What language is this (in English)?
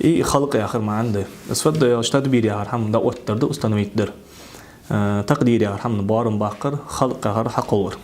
Ingush